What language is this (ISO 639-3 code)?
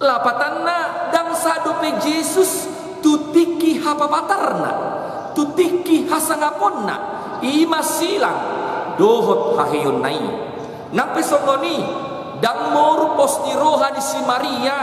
bbc